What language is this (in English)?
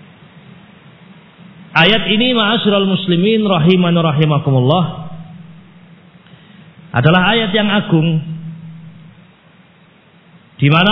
Indonesian